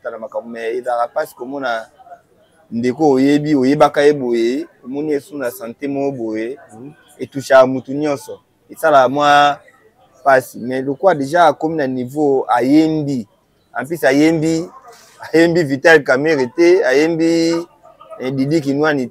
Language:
Lingala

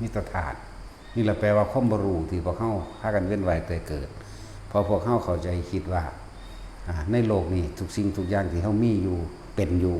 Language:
Lao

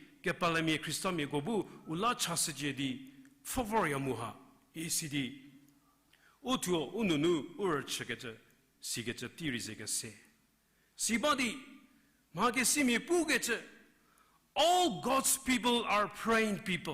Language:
Angami Naga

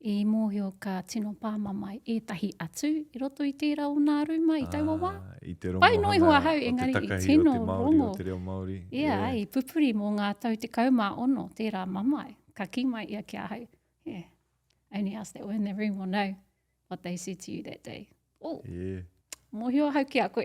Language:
Māori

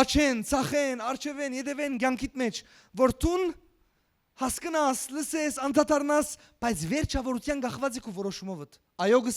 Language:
Western Armenian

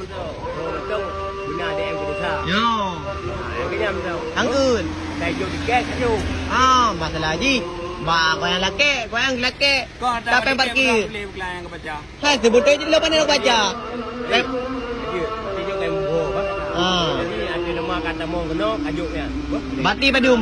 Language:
Achinese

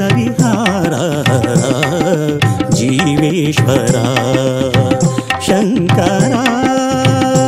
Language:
Kannada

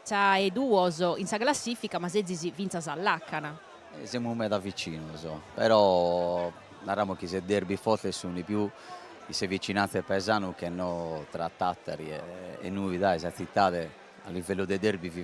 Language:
Sardinian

